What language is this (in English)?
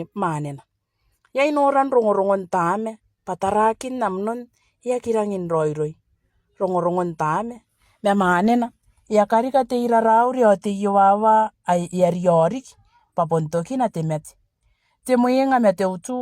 Gilbertese